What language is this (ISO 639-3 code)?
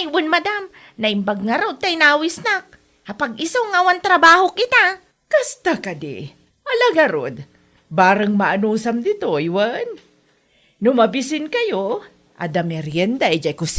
ilo